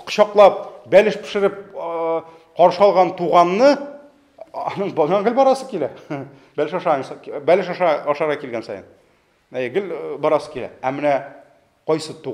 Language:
Tatar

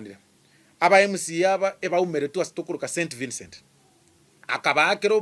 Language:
Gusii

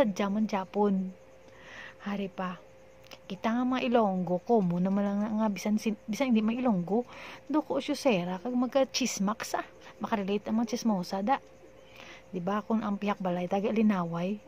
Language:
Hiligaynon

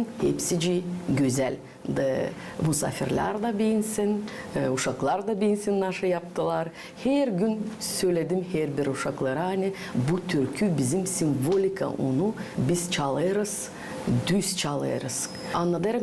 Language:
Gagauz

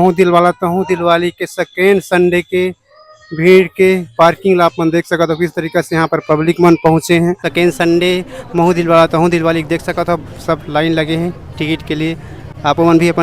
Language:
Chhattisgarhi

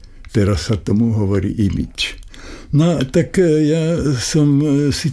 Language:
Slovak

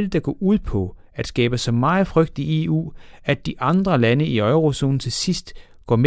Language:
Danish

